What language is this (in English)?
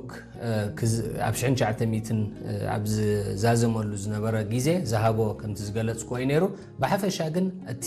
Tigrinya